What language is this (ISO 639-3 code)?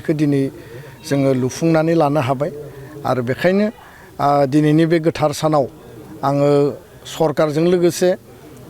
brx